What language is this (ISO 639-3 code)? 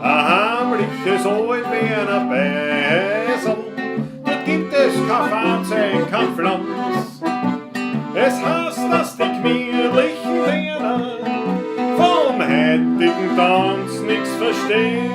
bar